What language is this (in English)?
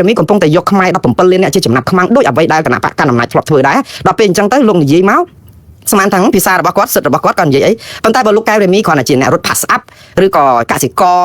Khmer